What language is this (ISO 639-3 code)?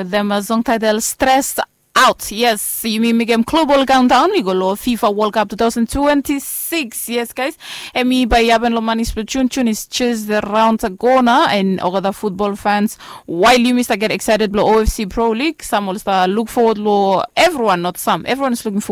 bis